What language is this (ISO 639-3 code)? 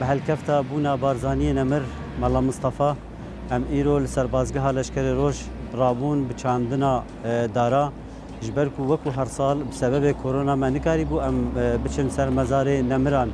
kur